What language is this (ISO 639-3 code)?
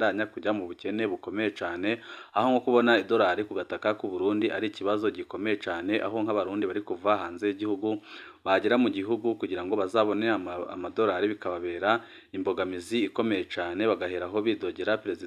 run